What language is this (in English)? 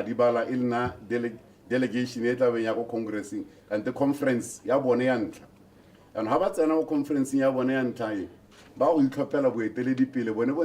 Tswana